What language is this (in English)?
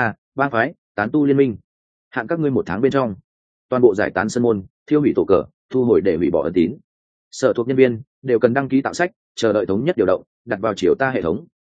Vietnamese